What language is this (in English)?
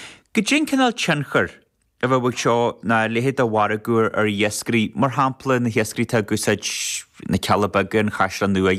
Irish